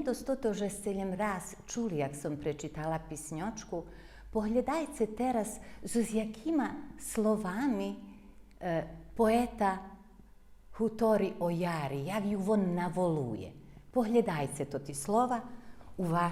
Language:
Rusyn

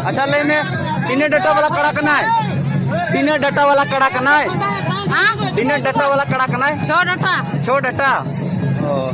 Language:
Santali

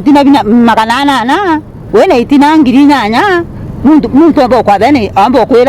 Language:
Meru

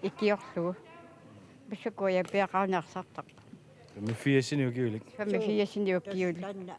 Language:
Kalaallisut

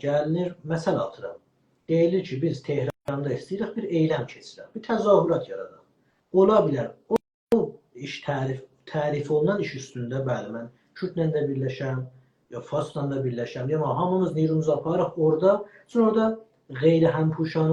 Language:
South Azerbaijani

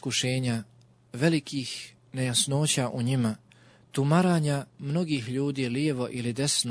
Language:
Bosnian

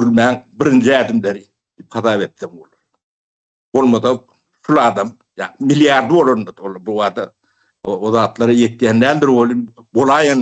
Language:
Turkmen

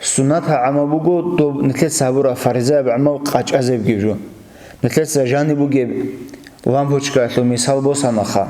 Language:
Avaric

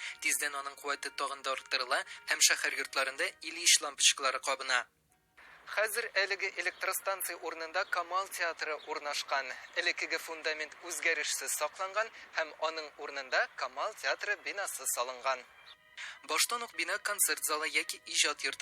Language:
Tatar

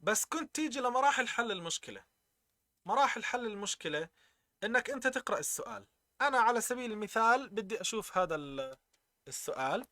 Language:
North Levantine Arabic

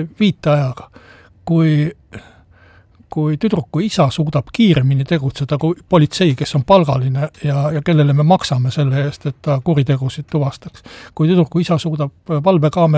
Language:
Estonian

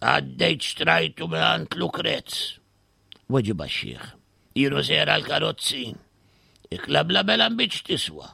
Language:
Maltese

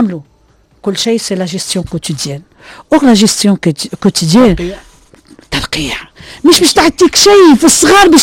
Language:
Tunisian Arabic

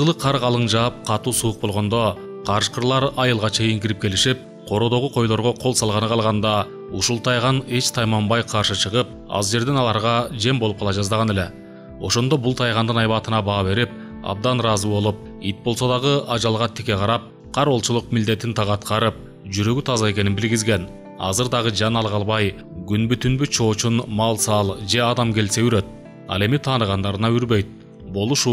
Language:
Kyrgyz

